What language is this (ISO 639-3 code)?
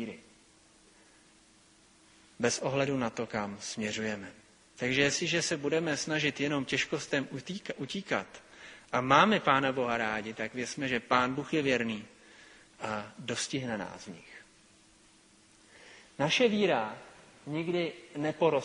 ces